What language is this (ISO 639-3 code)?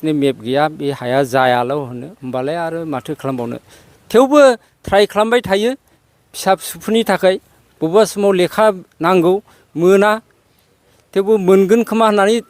brx